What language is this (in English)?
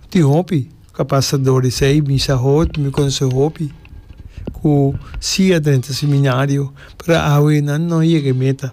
Papiamento